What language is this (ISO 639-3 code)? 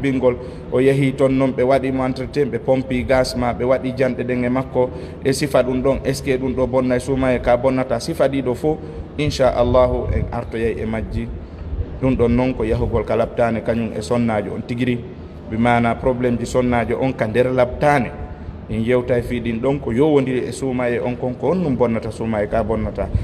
ful